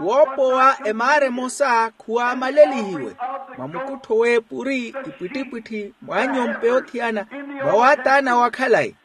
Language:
Makhuwa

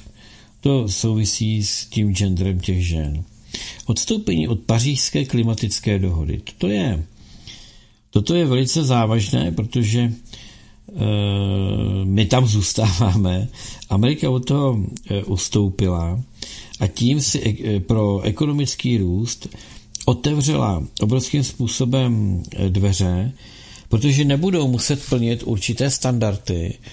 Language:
Czech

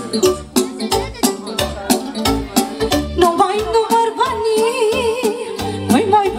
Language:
Romanian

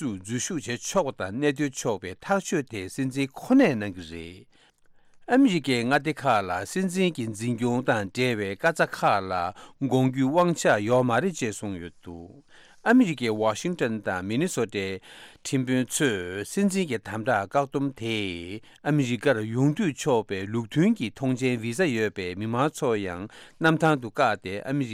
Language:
Tibetan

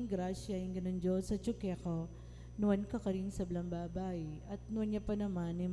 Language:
Pampanga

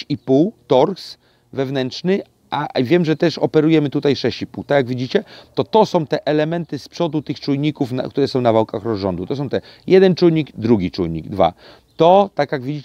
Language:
Polish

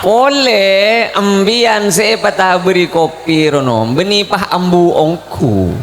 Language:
Madurese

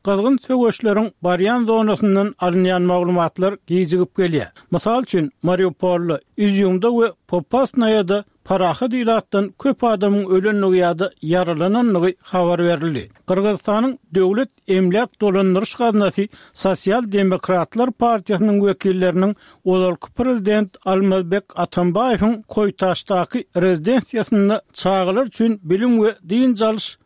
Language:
Turkmen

